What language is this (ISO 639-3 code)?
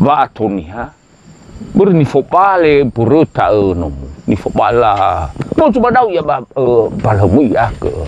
nia